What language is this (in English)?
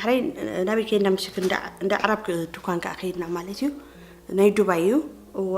Tigrinya